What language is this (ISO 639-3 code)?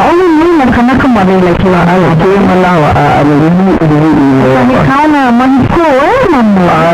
haw